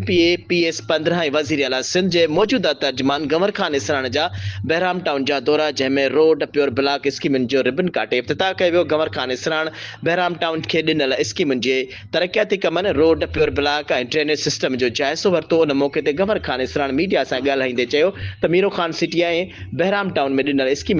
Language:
Sindhi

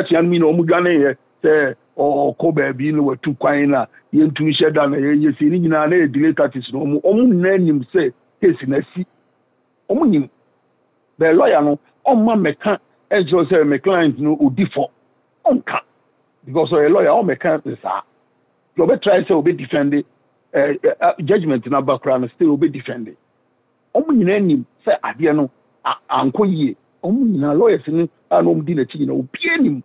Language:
Akan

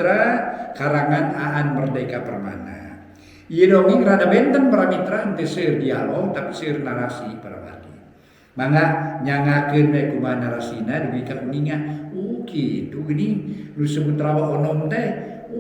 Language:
Sundanese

